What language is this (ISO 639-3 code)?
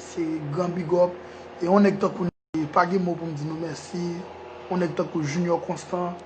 hat